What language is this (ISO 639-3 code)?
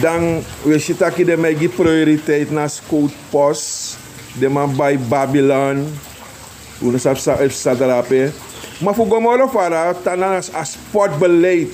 srn